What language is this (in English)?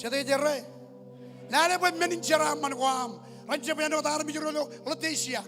Marshallese